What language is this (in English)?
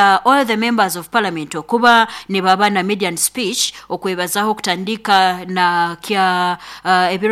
Nyoro